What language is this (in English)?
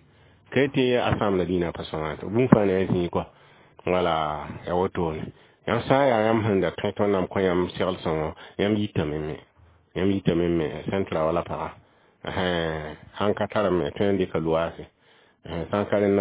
Mossi